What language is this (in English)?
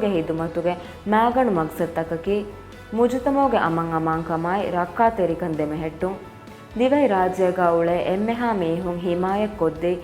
Divehi